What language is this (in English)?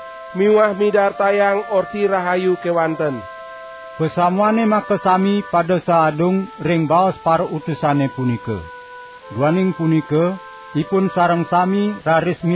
Balinese